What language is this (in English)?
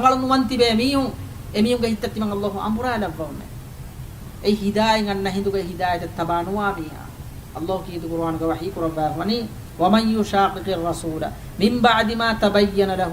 Divehi